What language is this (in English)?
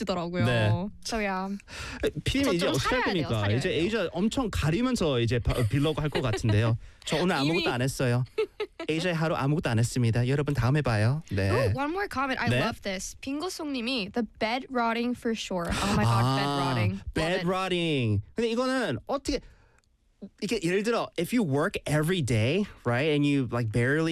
Korean